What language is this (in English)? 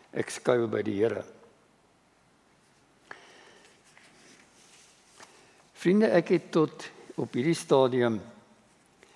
Afrikaans